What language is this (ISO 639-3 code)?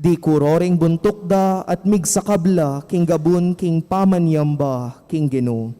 pam